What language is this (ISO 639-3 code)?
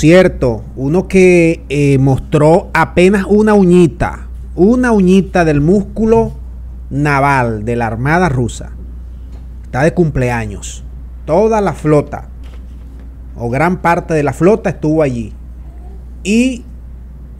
spa